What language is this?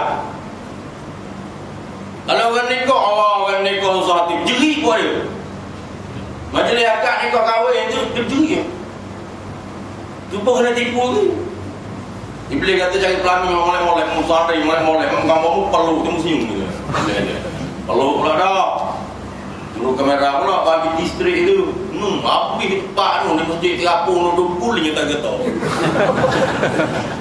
Malay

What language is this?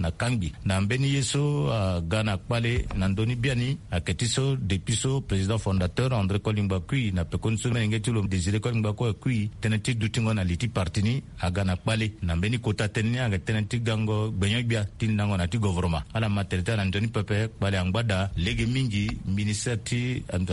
Sango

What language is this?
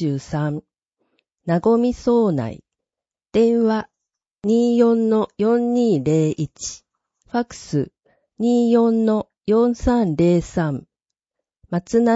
Japanese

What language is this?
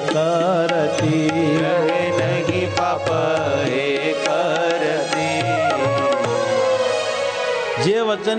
Gujarati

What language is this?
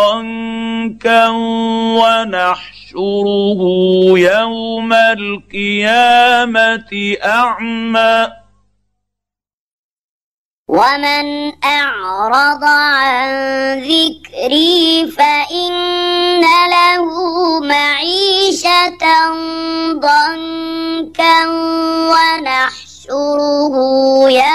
Arabic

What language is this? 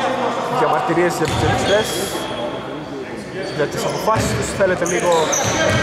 Greek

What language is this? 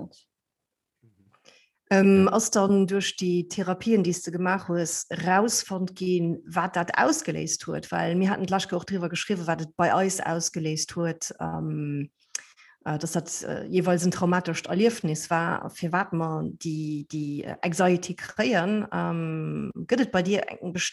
Luxembourgish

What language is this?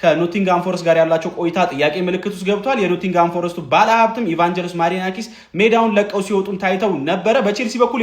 Amharic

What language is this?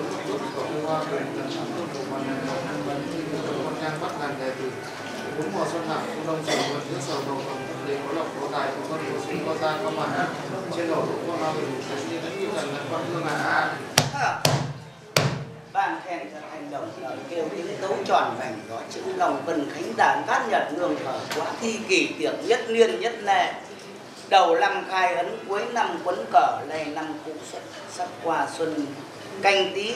Vietnamese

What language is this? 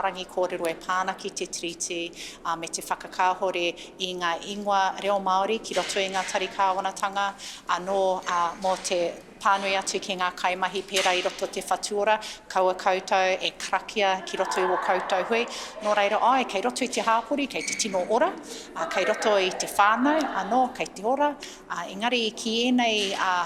Māori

